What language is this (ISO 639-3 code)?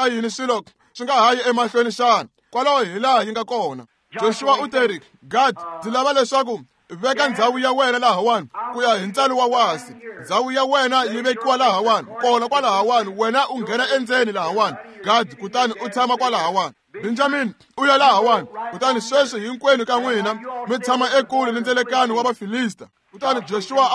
tso